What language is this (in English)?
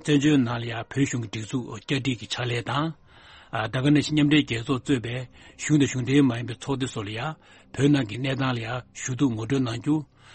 Tibetan